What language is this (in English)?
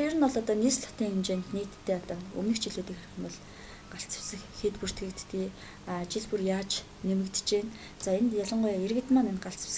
Mongolian